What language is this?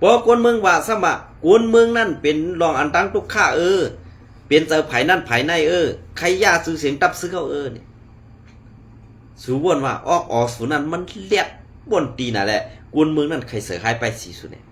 Shan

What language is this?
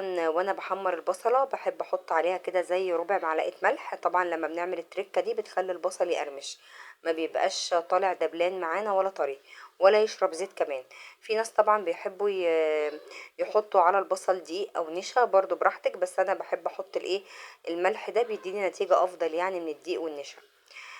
Egyptian Arabic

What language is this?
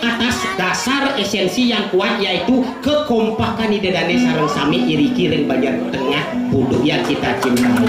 Balinese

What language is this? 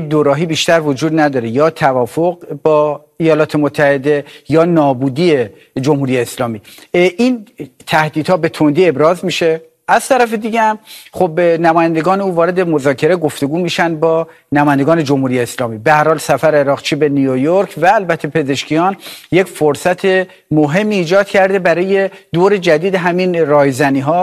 Persian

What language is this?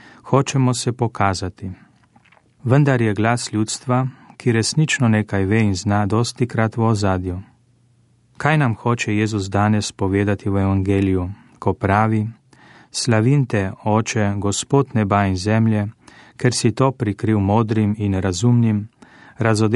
Slovenian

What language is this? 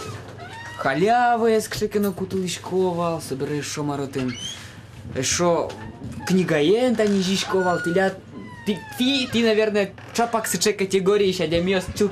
Udmurt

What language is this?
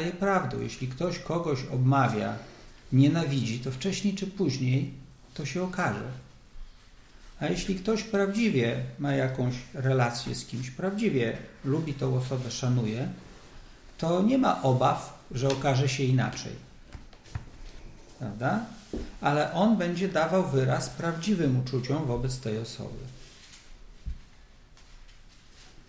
Polish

